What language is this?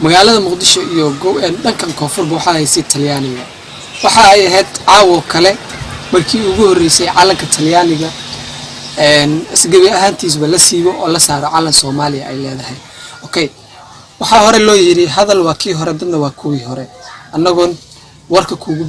Somali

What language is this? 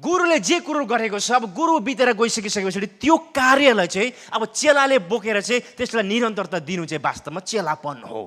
Nepali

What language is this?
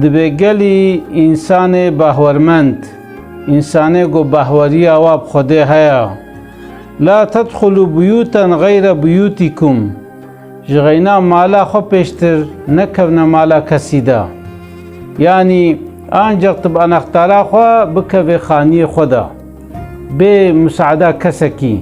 Kurdish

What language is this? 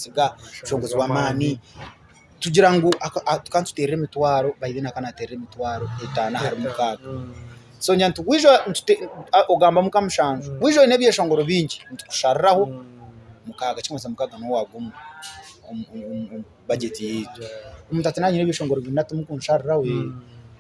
Nyankole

